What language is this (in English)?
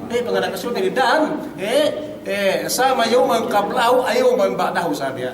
Yakan